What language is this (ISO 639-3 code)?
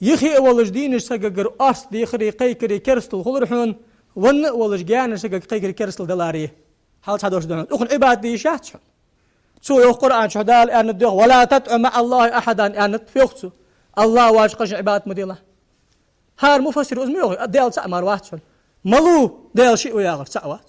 inh